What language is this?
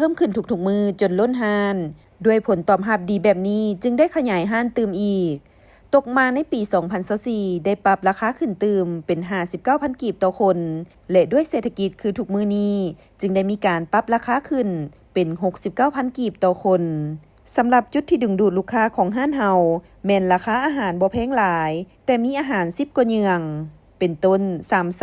Lao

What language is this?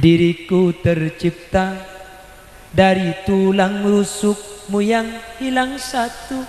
Madurese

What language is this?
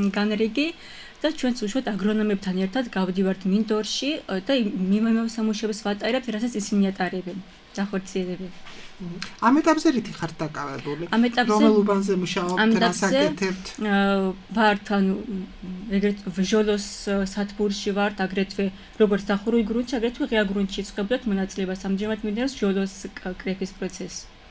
Georgian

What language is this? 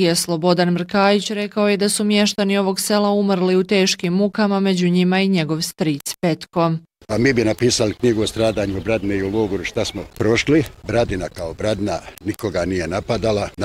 Bosnian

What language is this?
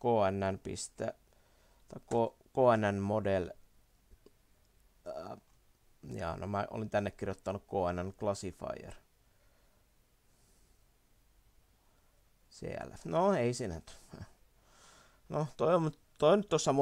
Finnish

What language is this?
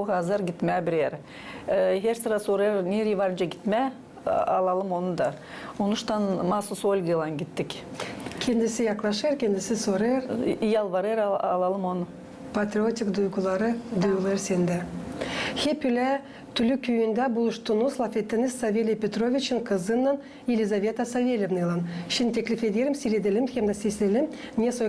Gagauz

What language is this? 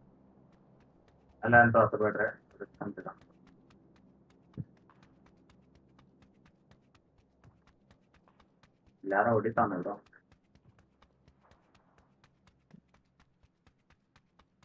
Kannada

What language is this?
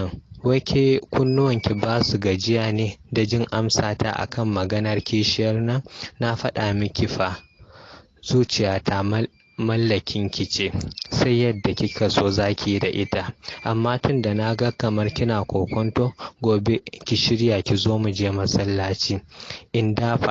Hausa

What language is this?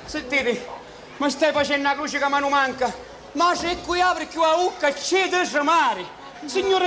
Sicilian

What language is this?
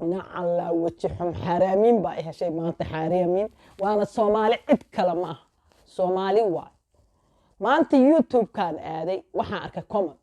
Somali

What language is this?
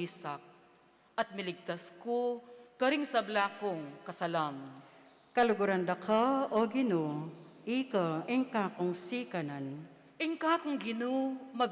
Pampanga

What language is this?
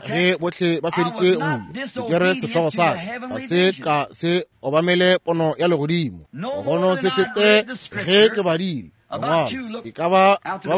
Northern Sotho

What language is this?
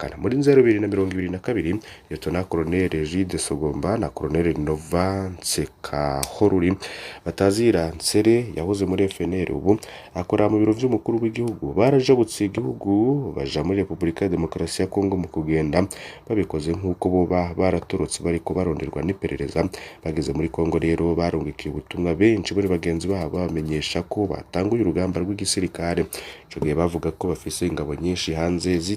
Rundi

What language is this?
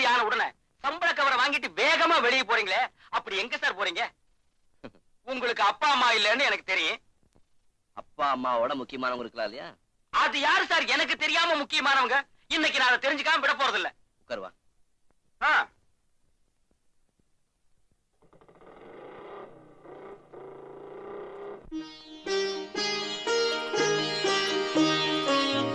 Tamil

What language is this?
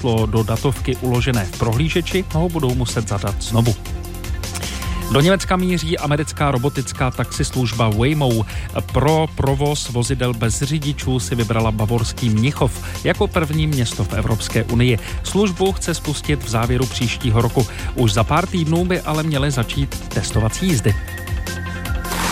Czech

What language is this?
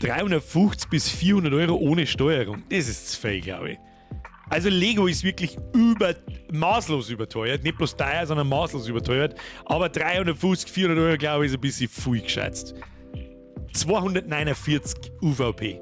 Bavarian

